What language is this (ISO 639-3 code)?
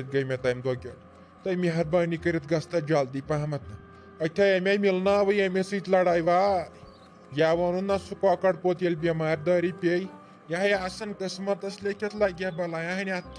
kas